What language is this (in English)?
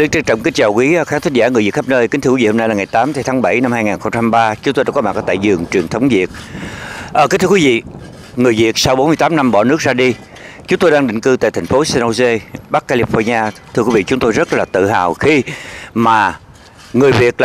Vietnamese